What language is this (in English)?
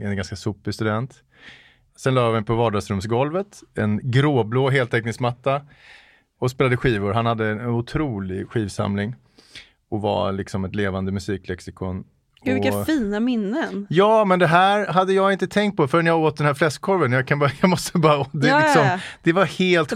Swedish